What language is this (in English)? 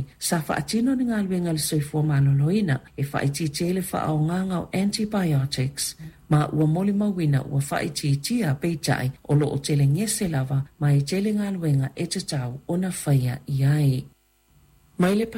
Samoan